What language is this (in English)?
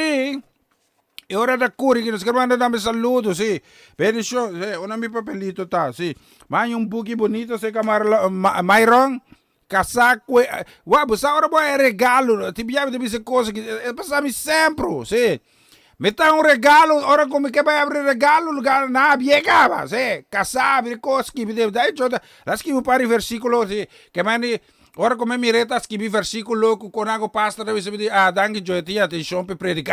Papiamento